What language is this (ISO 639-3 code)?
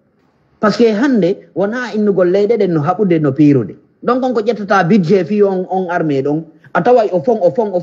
ful